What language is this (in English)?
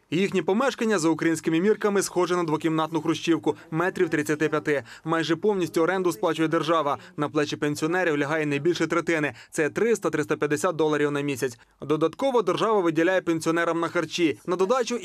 Ukrainian